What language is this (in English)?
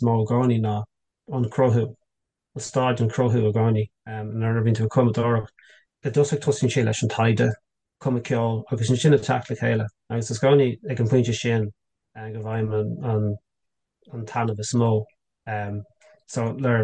Irish